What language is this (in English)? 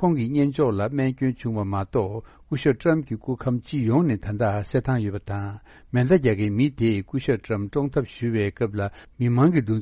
Tibetan